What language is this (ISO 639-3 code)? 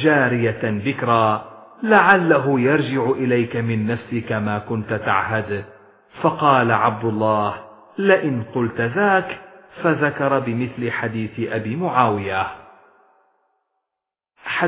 ara